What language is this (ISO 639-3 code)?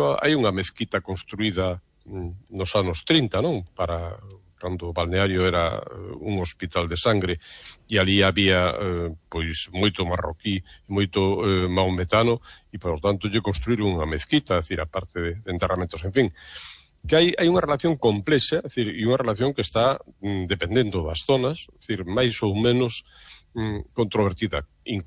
glg